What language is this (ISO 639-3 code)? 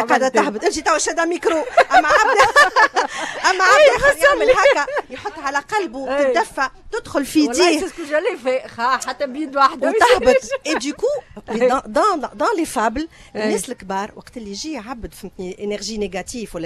aeb